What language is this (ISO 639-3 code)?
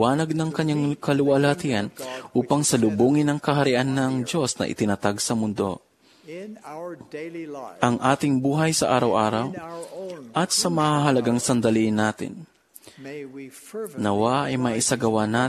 fil